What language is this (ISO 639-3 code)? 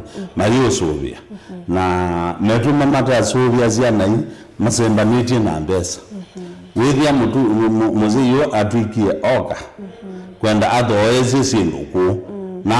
kam